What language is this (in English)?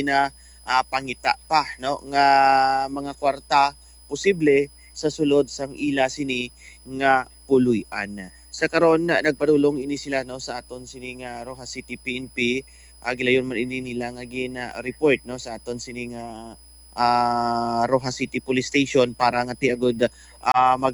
Hiligaynon